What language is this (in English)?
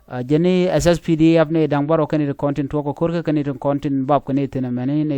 Nuer